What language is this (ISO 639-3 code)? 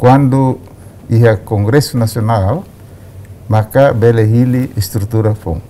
tet